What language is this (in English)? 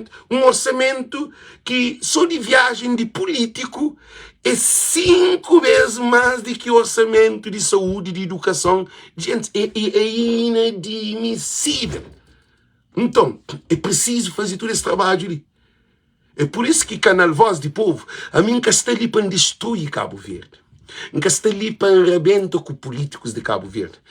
Kabuverdianu